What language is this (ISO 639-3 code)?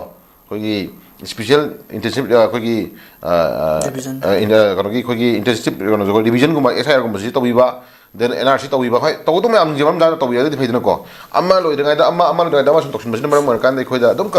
mni